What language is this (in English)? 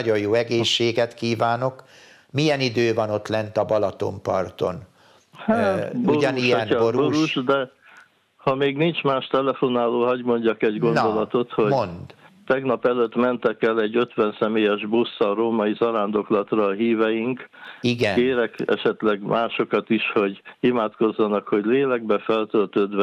Hungarian